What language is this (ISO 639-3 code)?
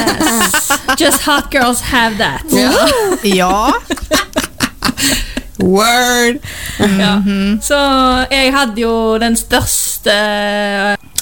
nor